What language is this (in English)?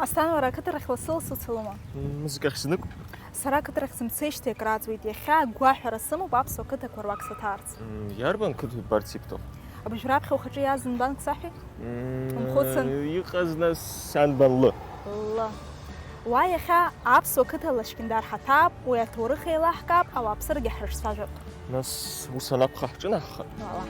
Abkhazian